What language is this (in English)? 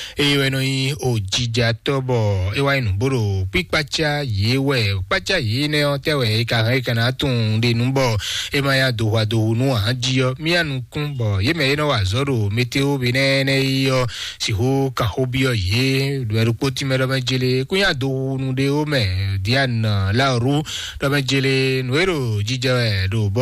Fon